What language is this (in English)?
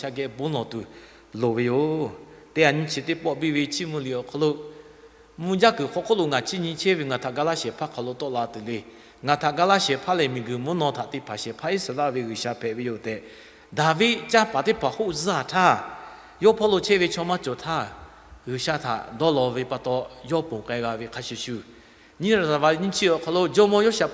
Lahu